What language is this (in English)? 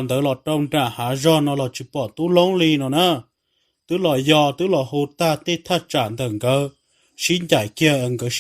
Hmong